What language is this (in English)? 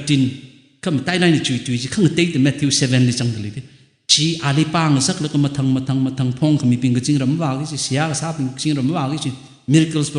Tangkhul Naga (India)